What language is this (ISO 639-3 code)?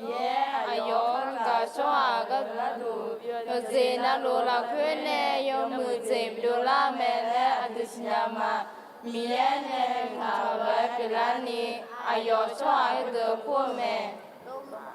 ahk